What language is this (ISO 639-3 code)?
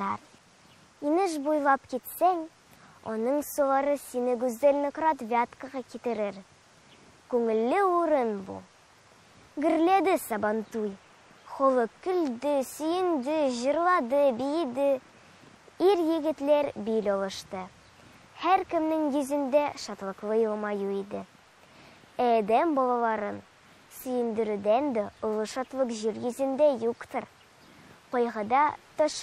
tat